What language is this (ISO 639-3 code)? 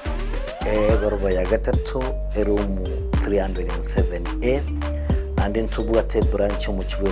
guz